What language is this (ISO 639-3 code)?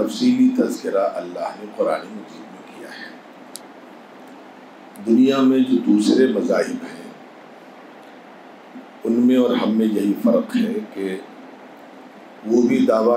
urd